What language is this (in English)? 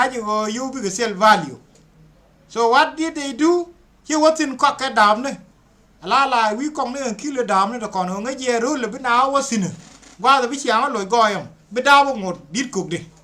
Nuer